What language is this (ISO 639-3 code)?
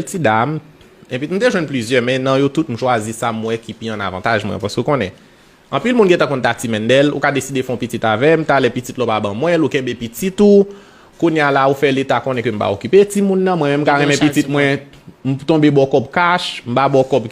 hat